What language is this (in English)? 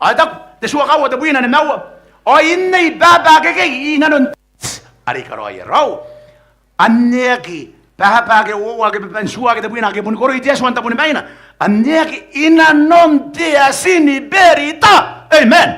Gilbertese